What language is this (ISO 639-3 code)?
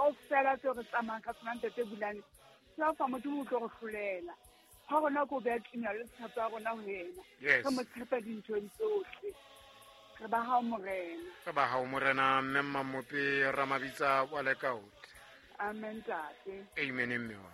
sot